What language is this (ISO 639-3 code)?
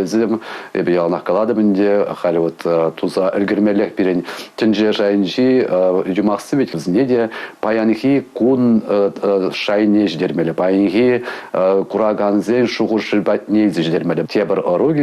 chv